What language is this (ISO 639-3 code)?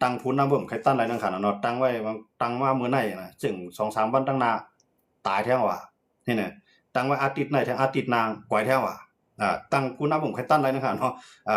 shn